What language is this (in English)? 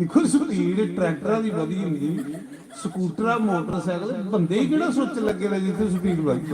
Dogri